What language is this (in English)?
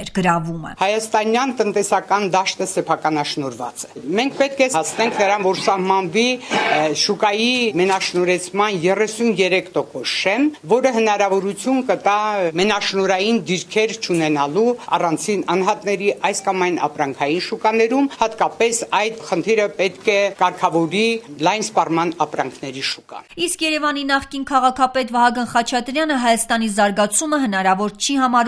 Armenian